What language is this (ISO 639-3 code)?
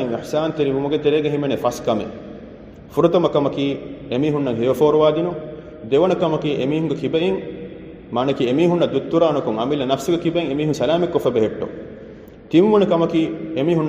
div